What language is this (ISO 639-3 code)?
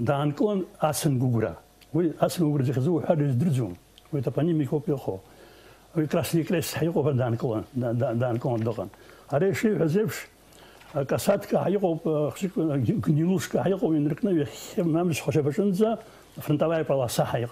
abk